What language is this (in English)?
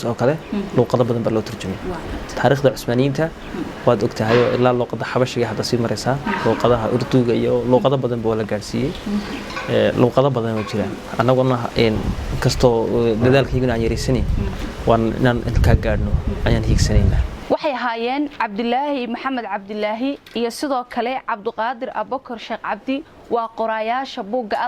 Somali